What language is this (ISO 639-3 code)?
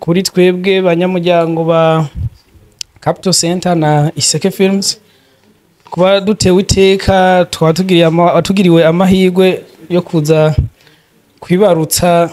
run